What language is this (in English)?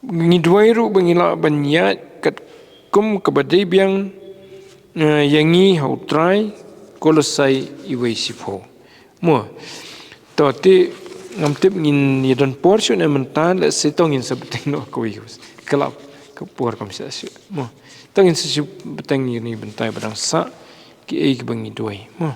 Khasi